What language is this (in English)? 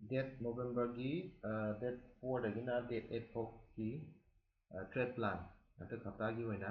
Manipuri